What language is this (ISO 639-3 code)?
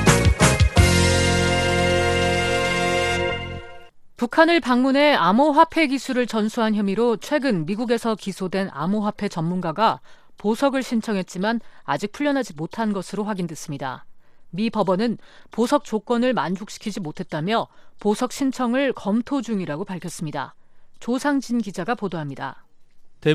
kor